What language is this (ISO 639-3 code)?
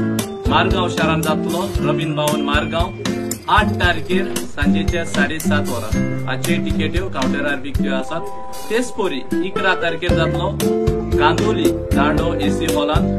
kok